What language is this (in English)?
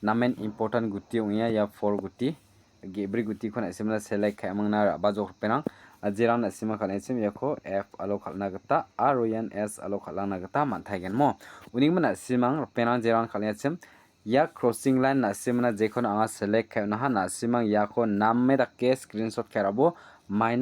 Garo